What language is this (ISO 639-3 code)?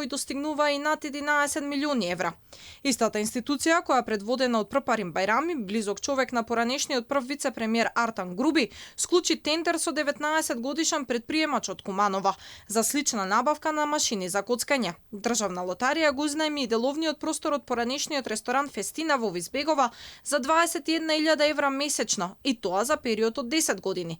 mkd